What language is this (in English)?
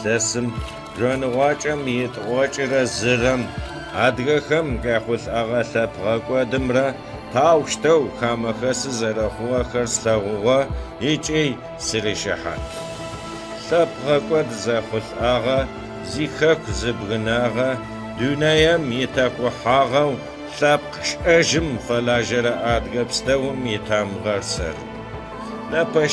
Adyghe